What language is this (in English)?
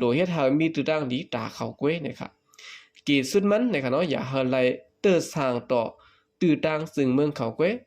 Shan